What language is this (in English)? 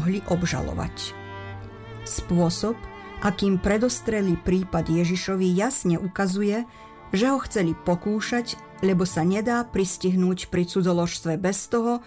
Slovak